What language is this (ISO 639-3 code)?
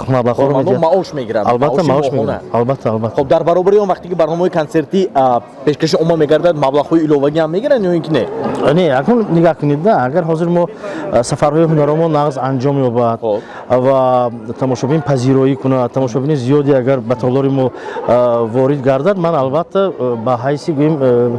tgk